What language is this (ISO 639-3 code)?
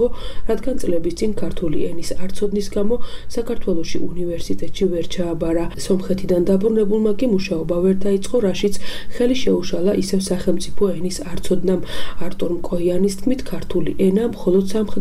kat